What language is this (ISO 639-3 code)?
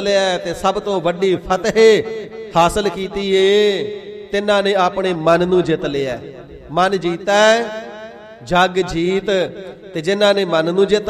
pan